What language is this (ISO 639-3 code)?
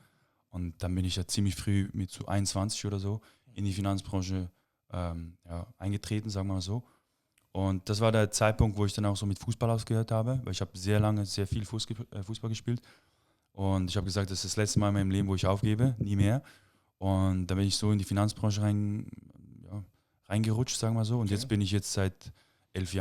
gsw